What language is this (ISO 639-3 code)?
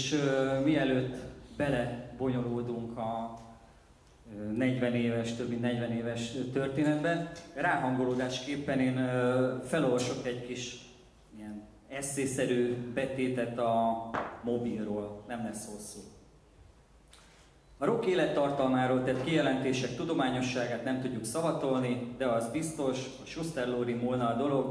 hun